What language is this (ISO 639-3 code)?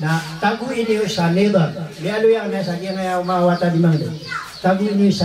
mrw